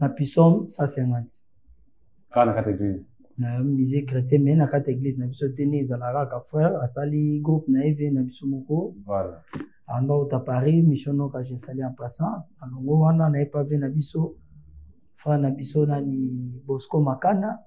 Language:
Lingala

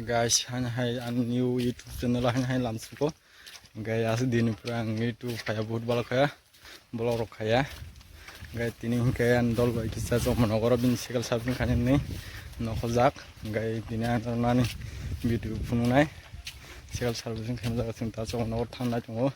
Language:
Kok Borok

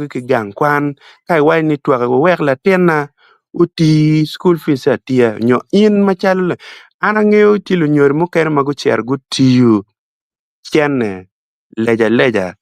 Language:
Acoli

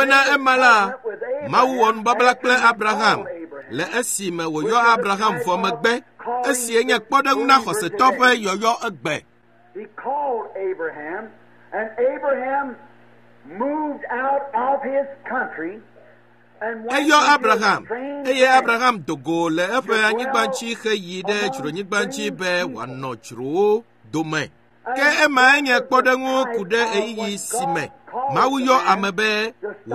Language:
Ewe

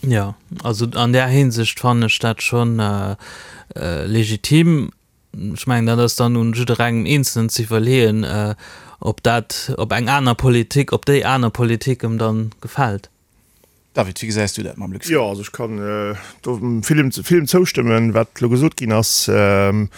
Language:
Luxembourgish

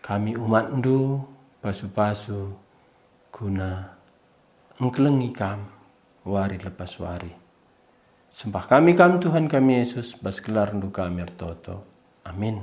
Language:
Batak Karo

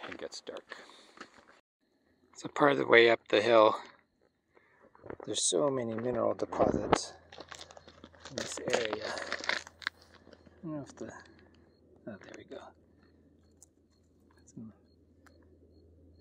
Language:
English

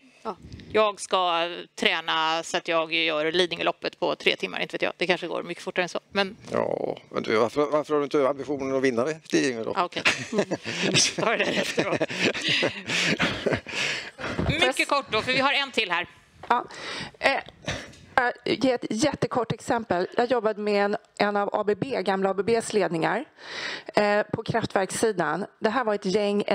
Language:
Swedish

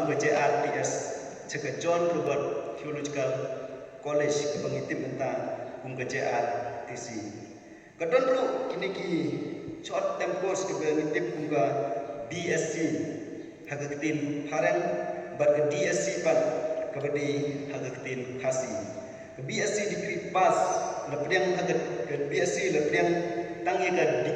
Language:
Khasi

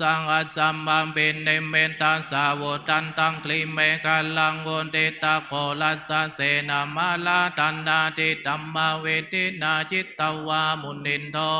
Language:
Pali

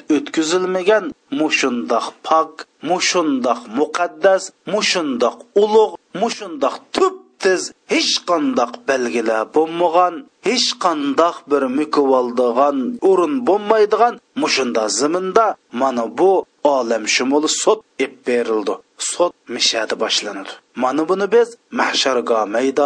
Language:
Uyghur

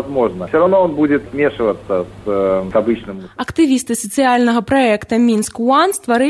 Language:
Belarusian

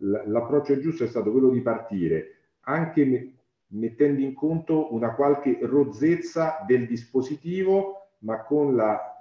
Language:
Italian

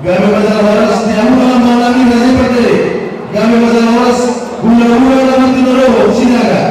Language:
Batak Toba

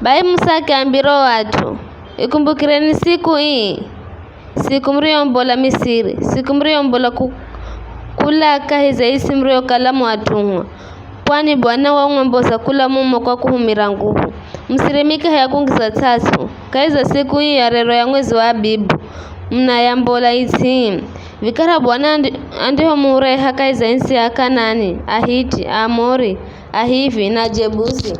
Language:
Giryama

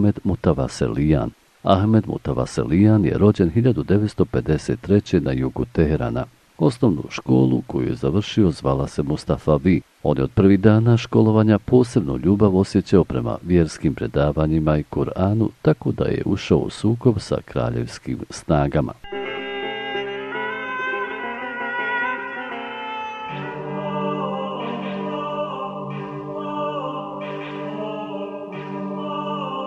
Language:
Bosnian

